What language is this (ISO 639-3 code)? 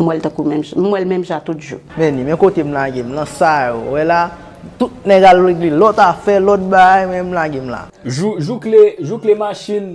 hat